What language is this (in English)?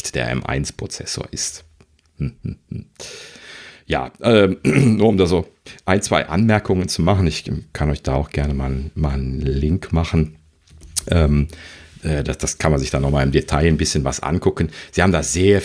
German